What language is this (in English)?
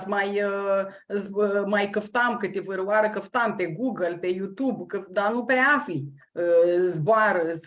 Aromanian